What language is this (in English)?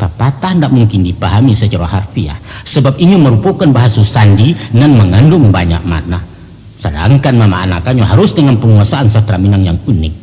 Minangkabau